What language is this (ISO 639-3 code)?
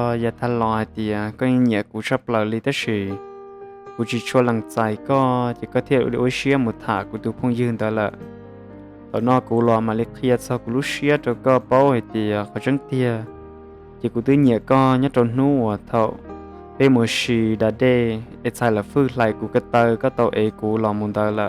hmn